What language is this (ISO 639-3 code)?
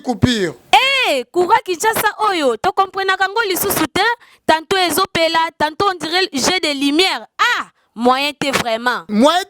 lin